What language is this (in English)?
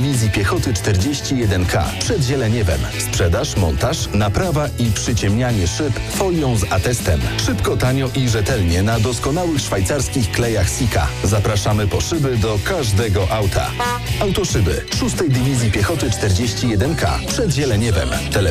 Polish